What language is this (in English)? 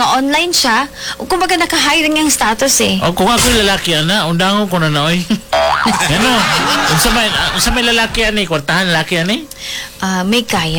Cebuano